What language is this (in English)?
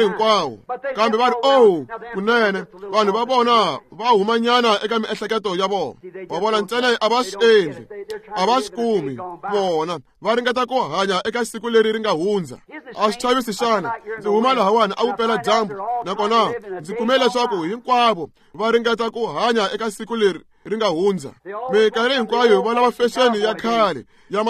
Tsonga